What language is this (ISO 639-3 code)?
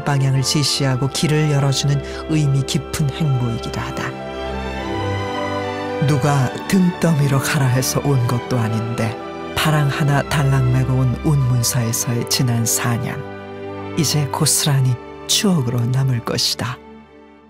kor